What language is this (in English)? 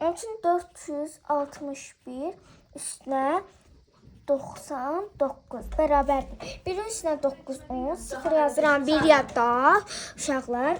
Azerbaijani